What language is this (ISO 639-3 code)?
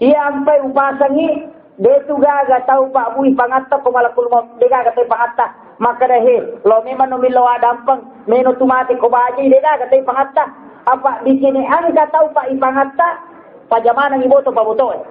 bug